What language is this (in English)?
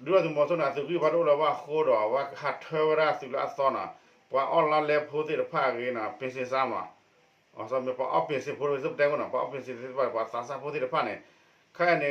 S'gaw Karen